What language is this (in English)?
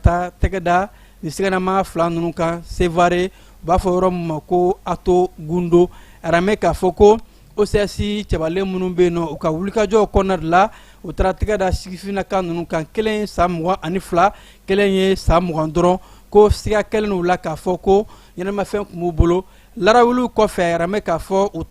Bambara